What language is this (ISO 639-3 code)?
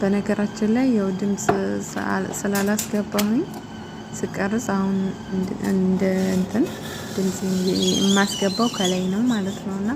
amh